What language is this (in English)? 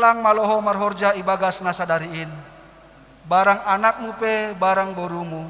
Batak Simalungun